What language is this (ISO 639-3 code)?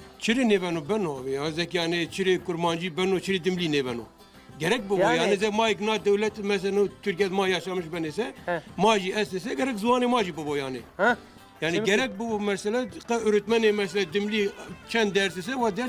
zza